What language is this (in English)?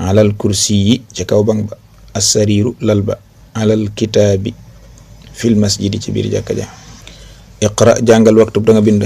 Wolof